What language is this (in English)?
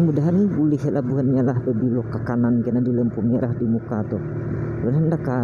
Banjar